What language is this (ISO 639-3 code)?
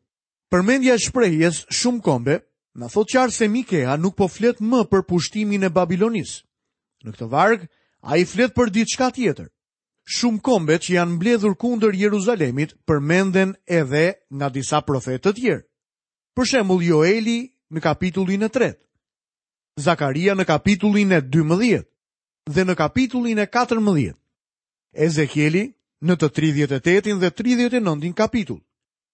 sqi